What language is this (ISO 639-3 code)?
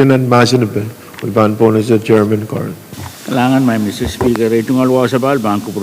pon